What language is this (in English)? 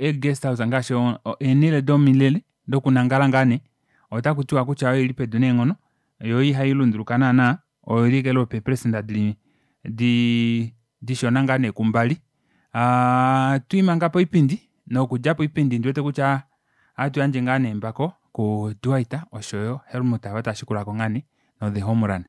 Kuanyama